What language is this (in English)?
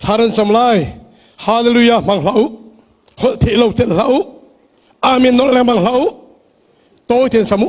Hakha Chin